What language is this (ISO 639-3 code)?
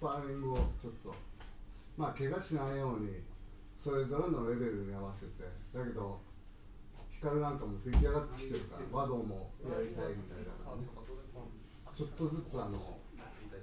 jpn